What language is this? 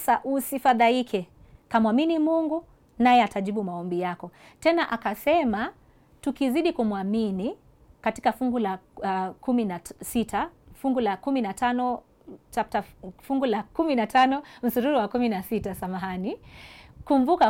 Swahili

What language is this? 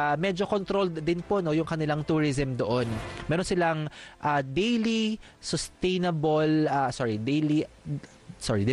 Filipino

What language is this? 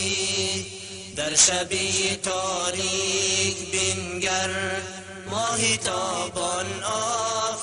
Persian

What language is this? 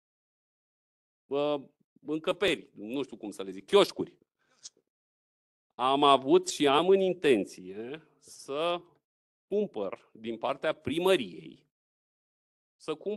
Romanian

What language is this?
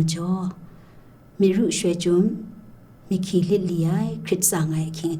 Kachin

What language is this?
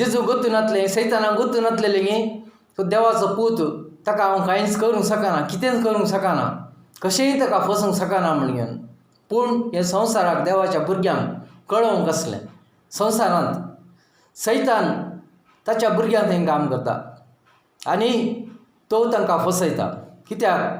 Konkani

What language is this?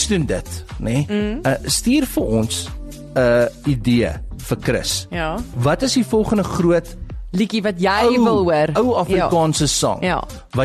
Afrikaans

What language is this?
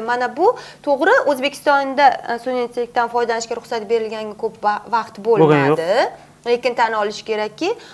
Uzbek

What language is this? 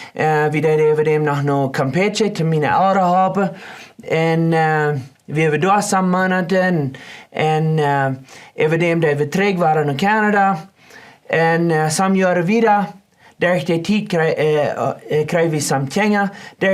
Plautdietsch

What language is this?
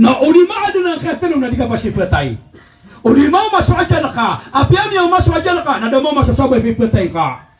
Maranao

